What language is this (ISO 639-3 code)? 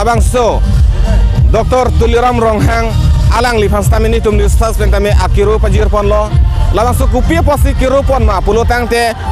mjw